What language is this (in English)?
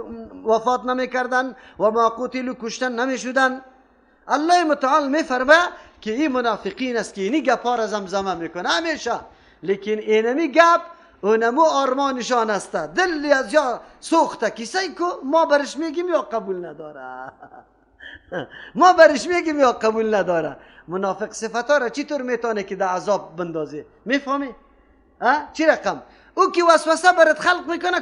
Persian